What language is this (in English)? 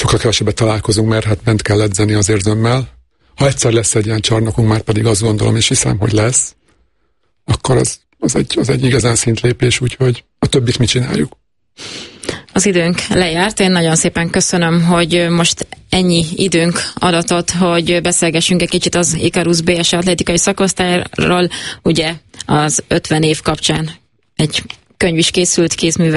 Hungarian